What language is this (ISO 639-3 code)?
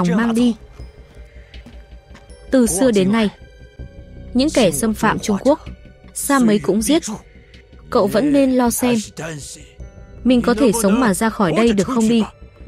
vie